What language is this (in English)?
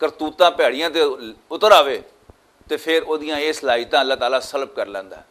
Western Panjabi